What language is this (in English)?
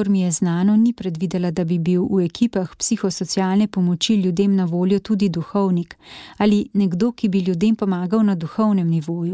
Slovenian